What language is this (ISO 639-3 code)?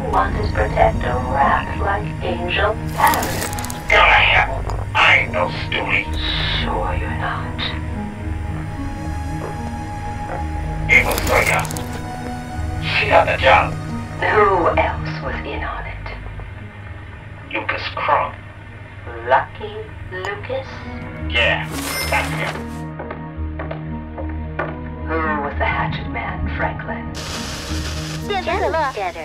eng